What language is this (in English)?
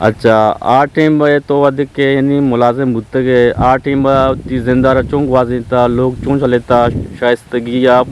Eastern Balochi